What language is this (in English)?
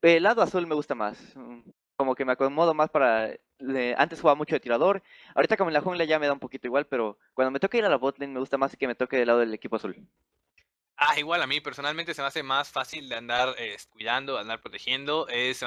Spanish